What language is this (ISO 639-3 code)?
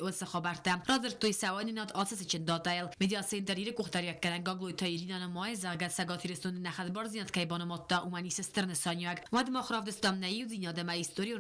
oss